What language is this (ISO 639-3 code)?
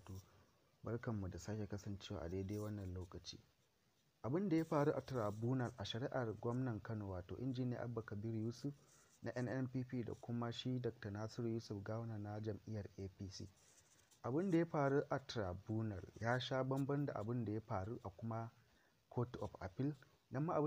hau